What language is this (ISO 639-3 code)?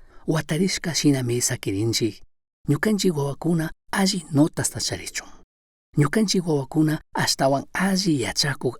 qug